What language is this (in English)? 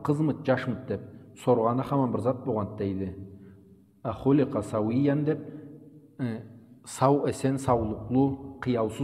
Karachay-Balkar